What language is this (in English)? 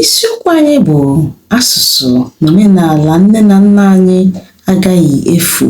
Igbo